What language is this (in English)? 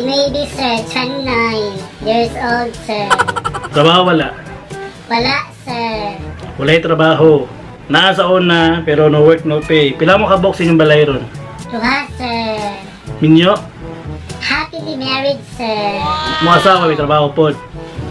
Cebuano